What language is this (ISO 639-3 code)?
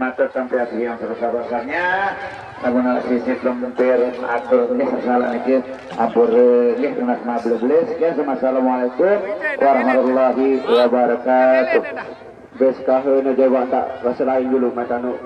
sas